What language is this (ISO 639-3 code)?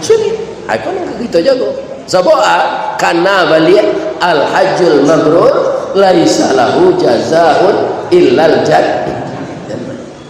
min